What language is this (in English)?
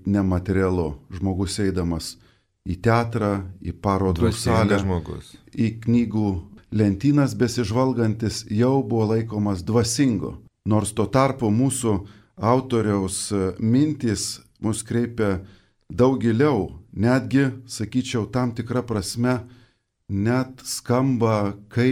Lithuanian